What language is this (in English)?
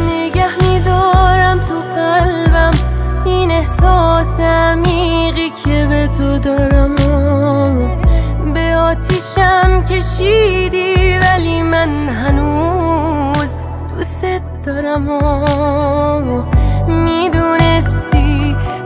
Persian